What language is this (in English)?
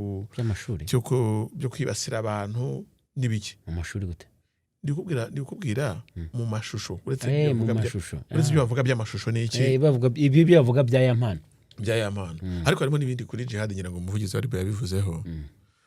Kinyarwanda